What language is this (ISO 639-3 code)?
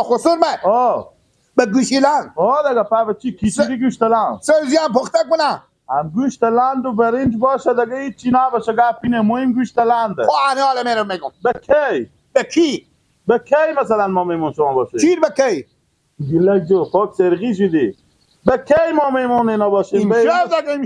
fas